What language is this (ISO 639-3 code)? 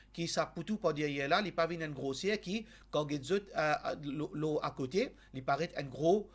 mfe